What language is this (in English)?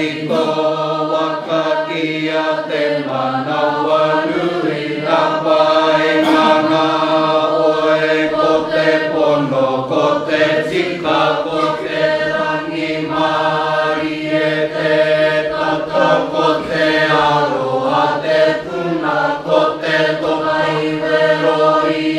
Māori